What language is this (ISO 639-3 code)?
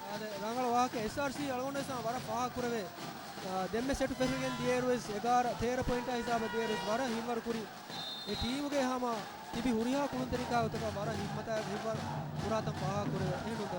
div